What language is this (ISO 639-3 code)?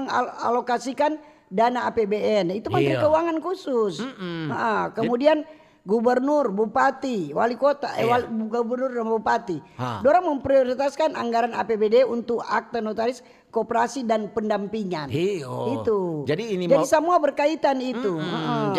xmm